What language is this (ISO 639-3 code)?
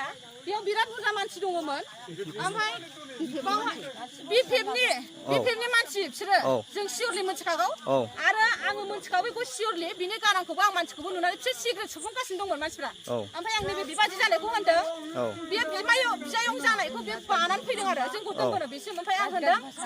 brx